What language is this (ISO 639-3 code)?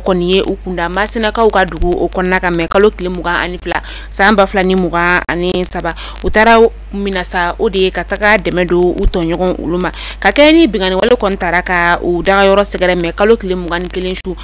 bam